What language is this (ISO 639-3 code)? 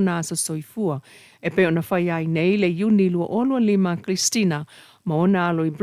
smo